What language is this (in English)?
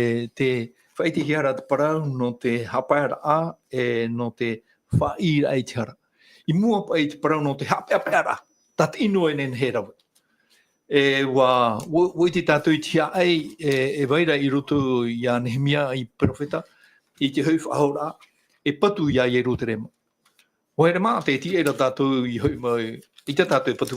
Tahitian